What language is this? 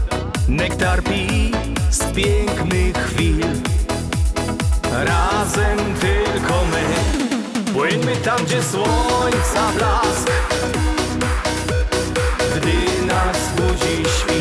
Polish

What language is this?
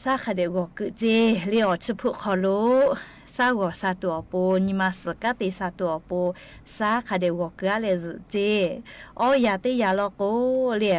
Lahu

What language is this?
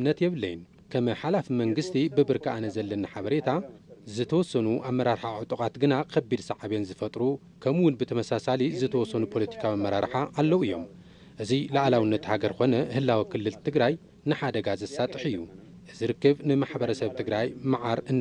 Tigrinya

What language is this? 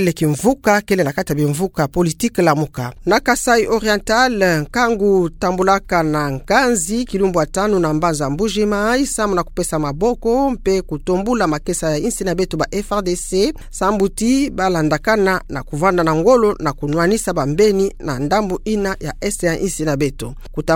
Kituba (Democratic Republic of Congo)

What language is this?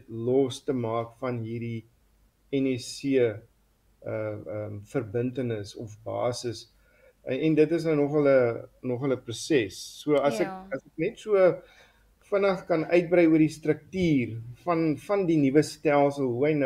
Afrikaans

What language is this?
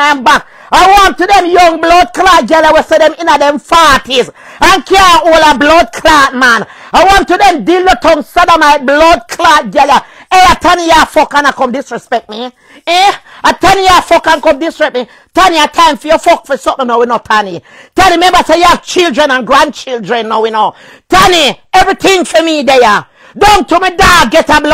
Jamaican Creole English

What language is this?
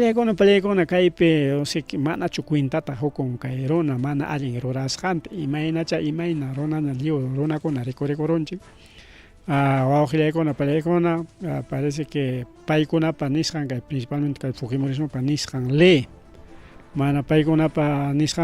Ayacucho Quechua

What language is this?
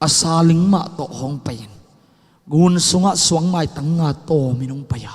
Tedim Chin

